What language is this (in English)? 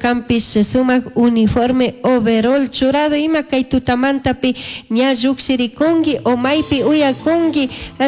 Chimborazo Highland Quichua